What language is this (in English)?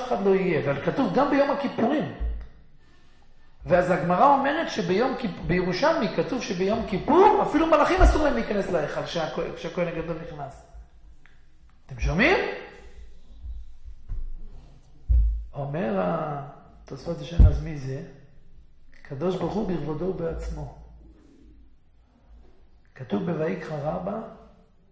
Hebrew